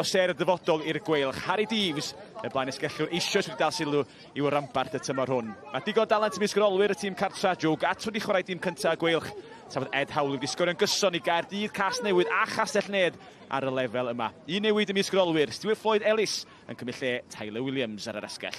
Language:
Welsh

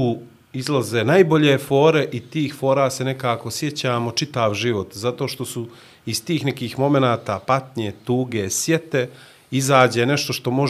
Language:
Bosnian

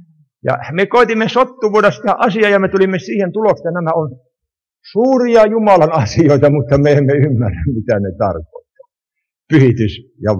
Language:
Finnish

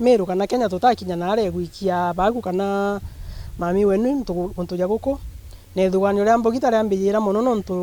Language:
Meru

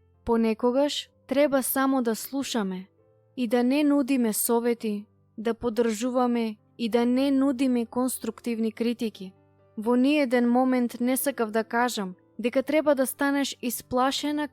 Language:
Macedonian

